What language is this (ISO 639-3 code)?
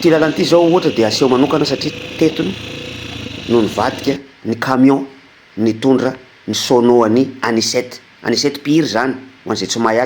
mlg